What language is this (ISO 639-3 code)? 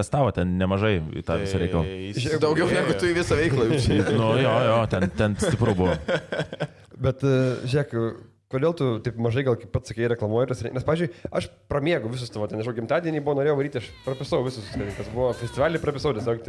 lit